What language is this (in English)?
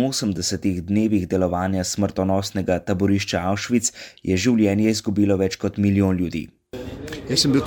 Slovenian